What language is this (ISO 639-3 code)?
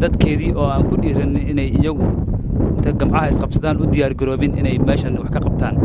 som